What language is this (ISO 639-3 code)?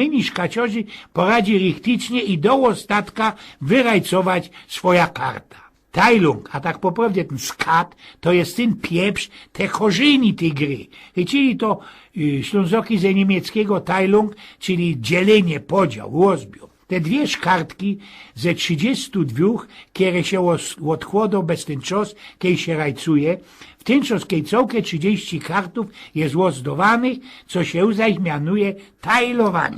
szl